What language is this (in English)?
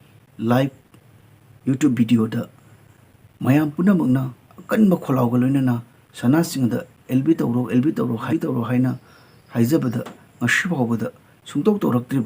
Manipuri